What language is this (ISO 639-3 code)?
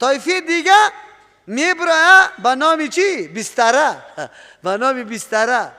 fas